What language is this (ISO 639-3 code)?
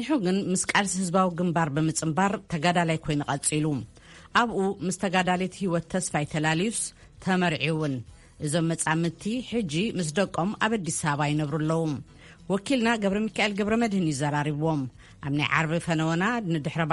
tir